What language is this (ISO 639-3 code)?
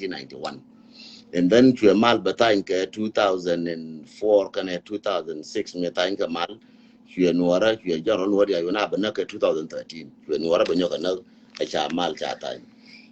nus